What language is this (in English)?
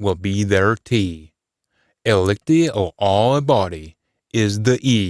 Scots